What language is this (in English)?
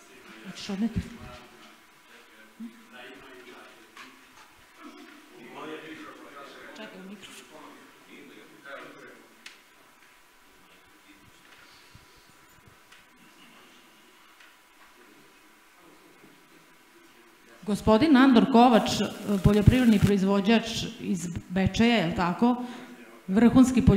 Serbian